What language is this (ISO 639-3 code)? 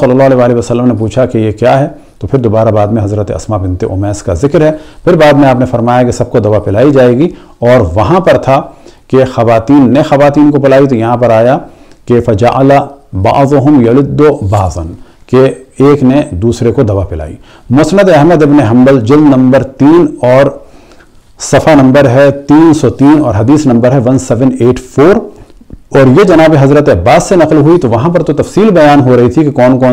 urd